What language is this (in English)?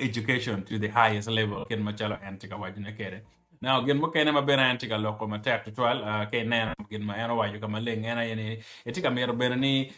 Acoli